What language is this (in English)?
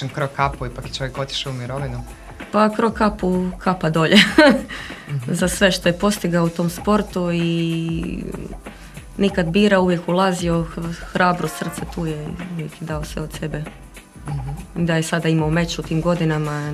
Croatian